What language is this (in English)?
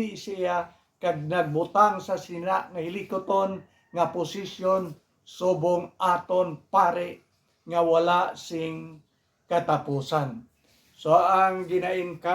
Hiligaynon